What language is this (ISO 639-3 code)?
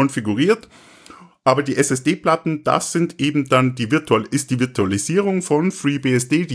deu